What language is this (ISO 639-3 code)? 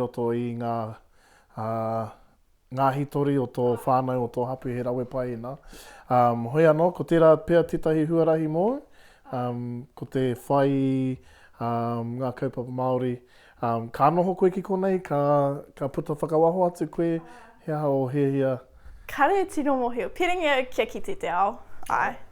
mri